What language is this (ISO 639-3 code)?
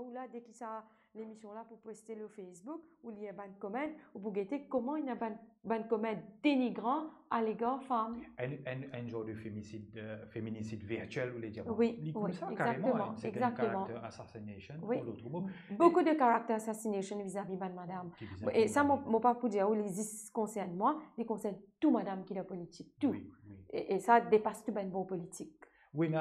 mfe